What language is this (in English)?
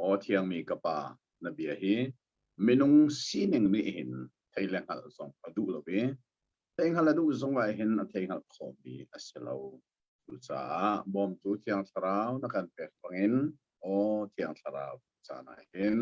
Hakha Chin